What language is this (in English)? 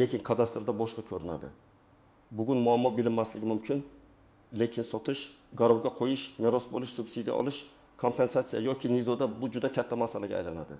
Uzbek